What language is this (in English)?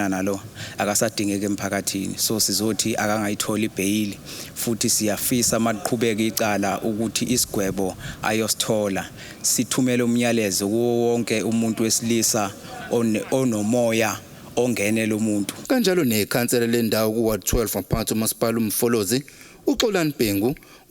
Zulu